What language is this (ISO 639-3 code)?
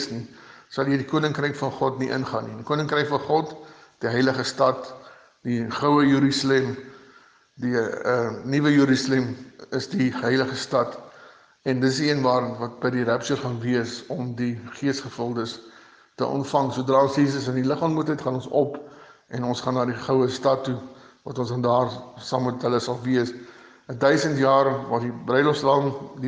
afr